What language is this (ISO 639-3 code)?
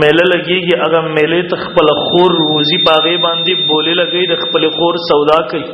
pus